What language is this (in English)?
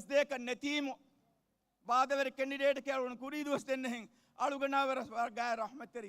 Divehi